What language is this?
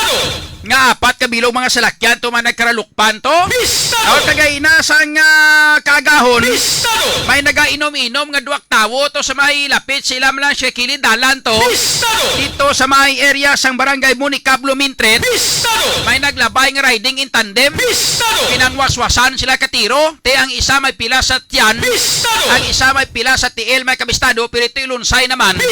Hiligaynon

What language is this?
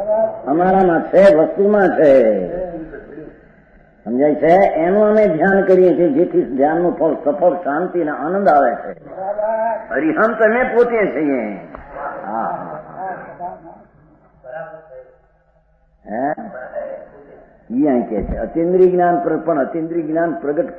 Gujarati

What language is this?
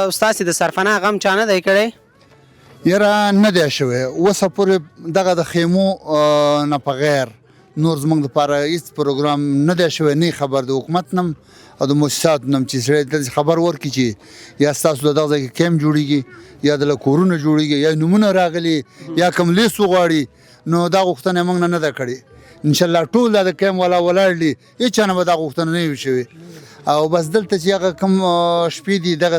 Pashto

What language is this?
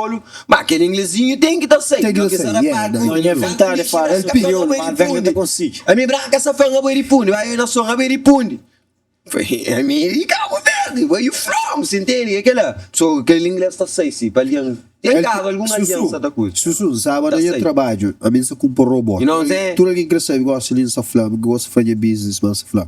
Kabuverdianu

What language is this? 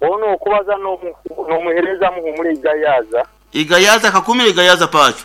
Nyankole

